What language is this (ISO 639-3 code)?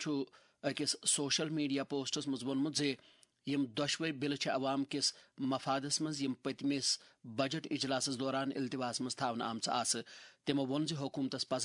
kas